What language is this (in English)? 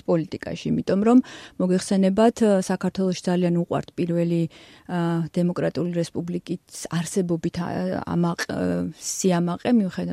Georgian